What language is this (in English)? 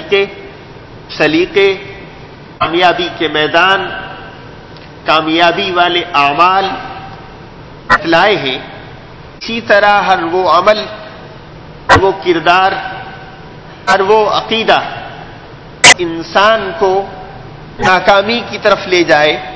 Urdu